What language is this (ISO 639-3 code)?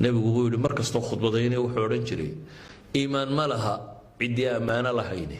som